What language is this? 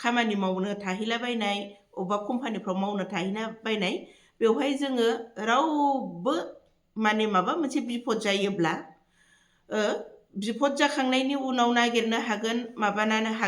Bodo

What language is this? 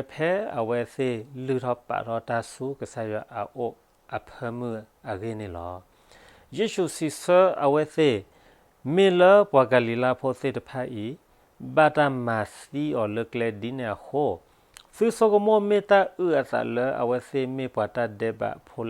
S'gaw Karen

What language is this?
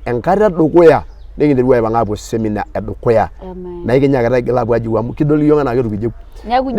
Masai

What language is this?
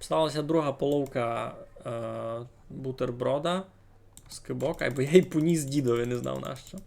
Rusyn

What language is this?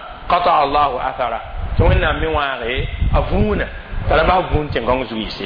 Mossi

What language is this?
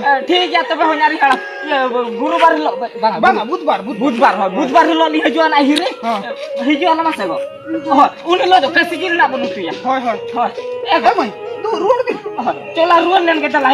Santali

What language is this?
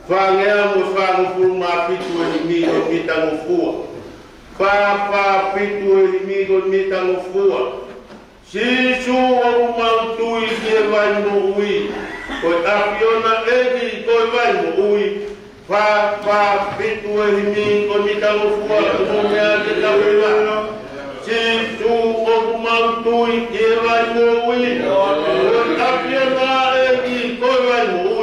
Tongan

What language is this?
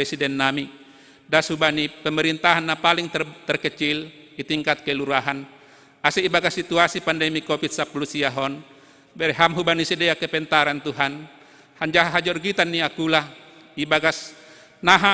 Batak Simalungun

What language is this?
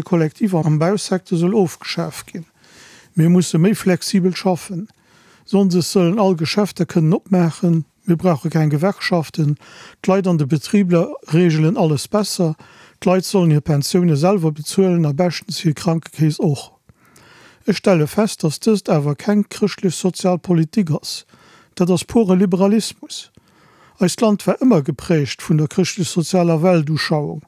Luxembourgish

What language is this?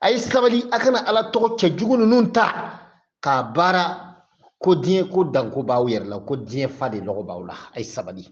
Bambara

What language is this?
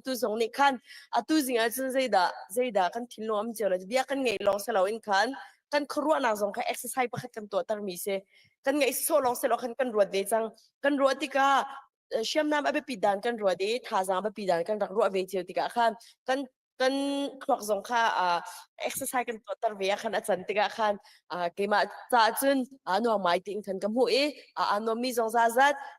Hakha Chin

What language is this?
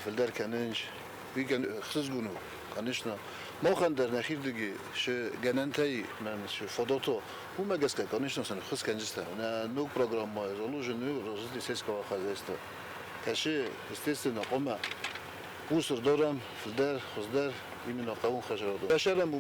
Ossetic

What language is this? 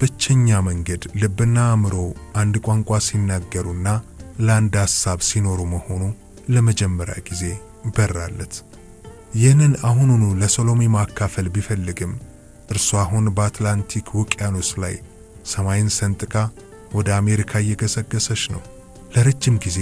Amharic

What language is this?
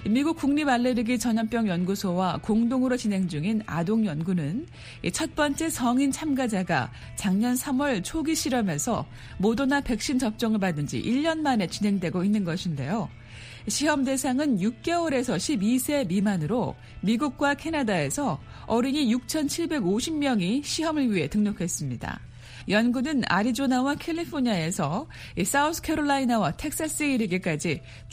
Korean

